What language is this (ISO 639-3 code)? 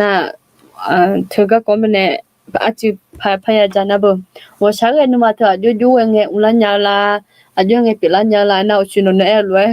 ahk